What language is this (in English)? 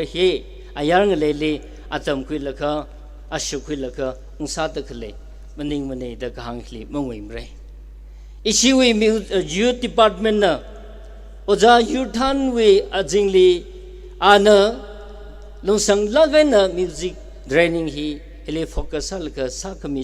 Tangkhul Naga (India)